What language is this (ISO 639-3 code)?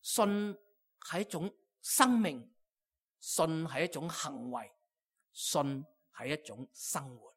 yue